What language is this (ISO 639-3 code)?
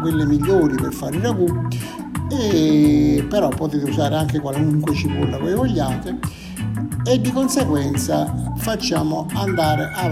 ita